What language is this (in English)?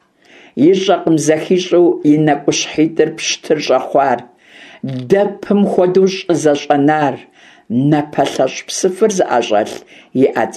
Kabardian